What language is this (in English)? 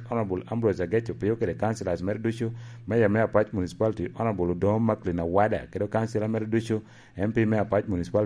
Lango (Uganda)